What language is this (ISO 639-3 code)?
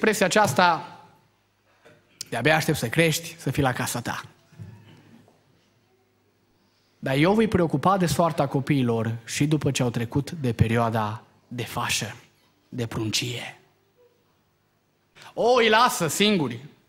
ron